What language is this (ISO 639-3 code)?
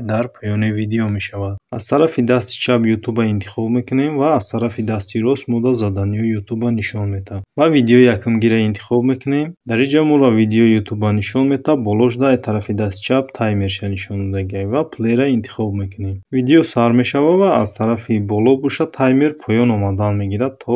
tgk